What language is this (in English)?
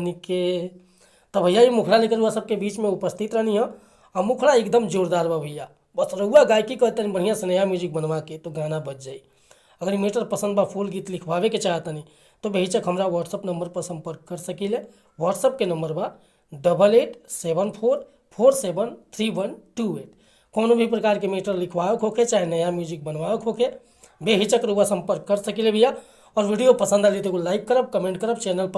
Bhojpuri